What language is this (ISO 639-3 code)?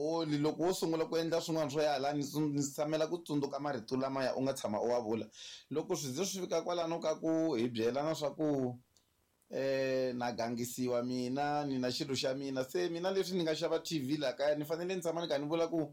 tso